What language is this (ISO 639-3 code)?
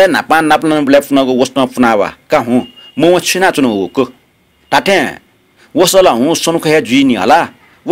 new